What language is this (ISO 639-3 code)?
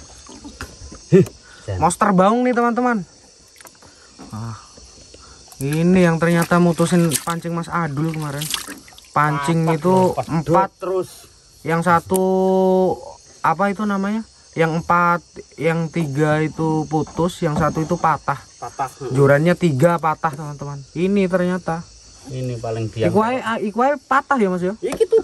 ind